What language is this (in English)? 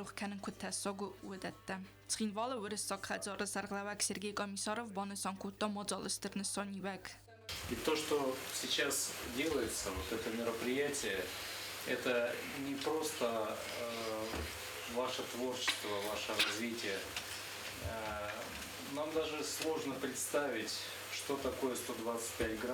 Ossetic